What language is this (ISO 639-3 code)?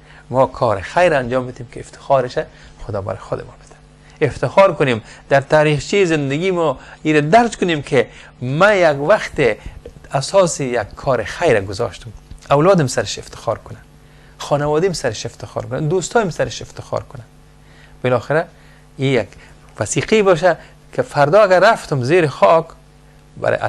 fas